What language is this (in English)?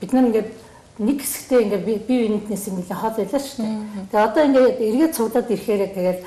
Mongolian